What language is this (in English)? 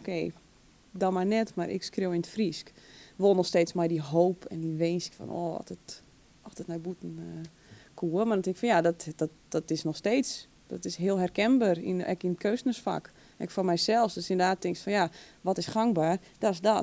Western Frisian